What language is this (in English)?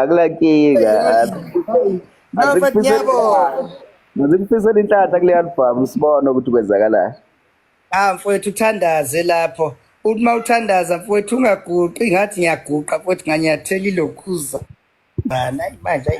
Zulu